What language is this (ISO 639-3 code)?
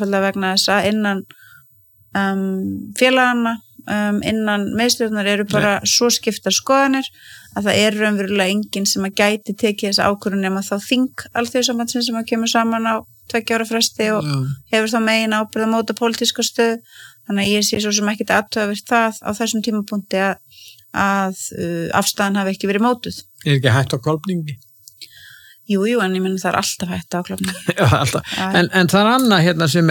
isl